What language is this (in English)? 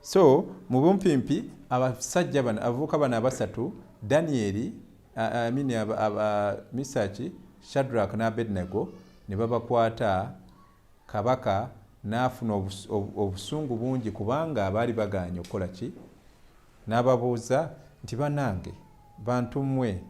Ganda